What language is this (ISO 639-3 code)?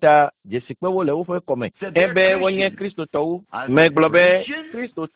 ewe